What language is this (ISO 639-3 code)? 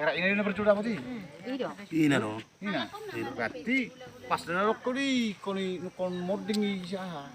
bbc